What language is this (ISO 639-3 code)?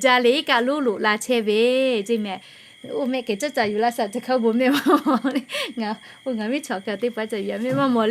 lhu